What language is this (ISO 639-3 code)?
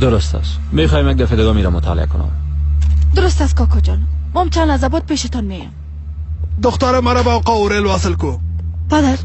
fas